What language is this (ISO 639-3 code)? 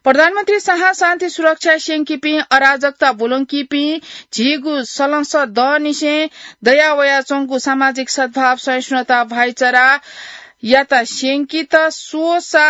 new